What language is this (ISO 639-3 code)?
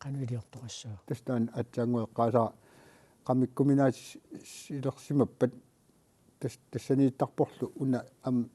kal